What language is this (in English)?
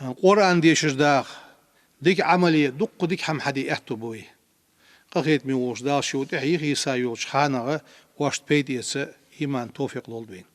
Ingush